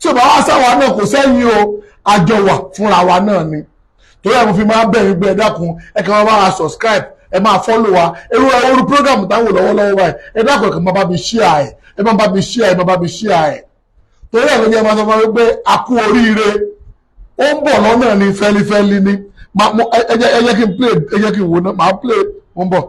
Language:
Yoruba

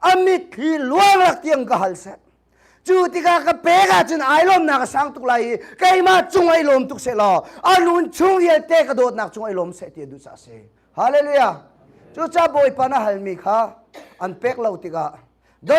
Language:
Hakha Chin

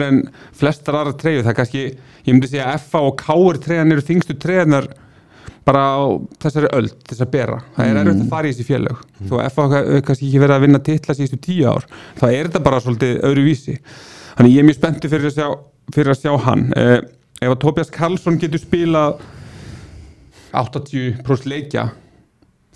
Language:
Icelandic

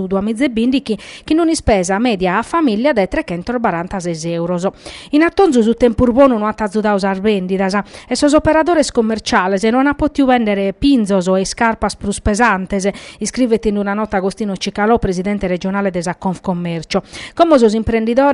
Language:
Sardinian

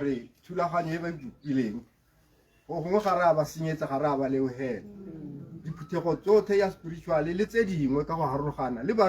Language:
Tswana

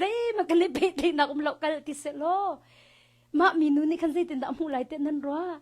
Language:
Hakha Chin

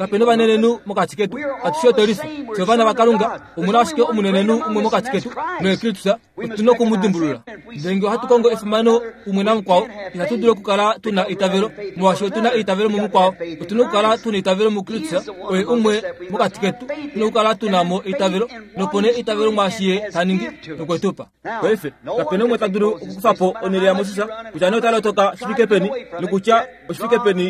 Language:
Kuanyama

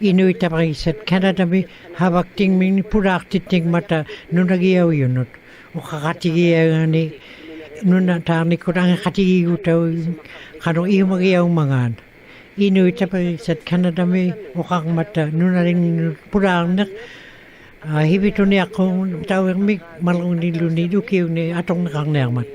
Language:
Western Canadian Inuktitut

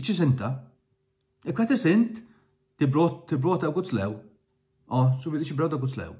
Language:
Faroese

